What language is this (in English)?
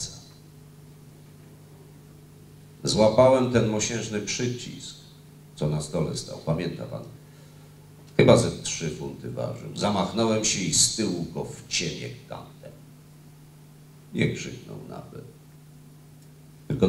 Polish